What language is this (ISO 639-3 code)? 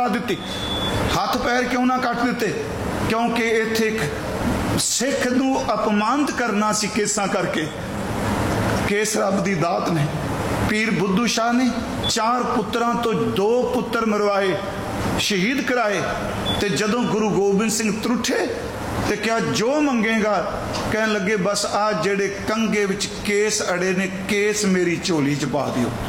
pan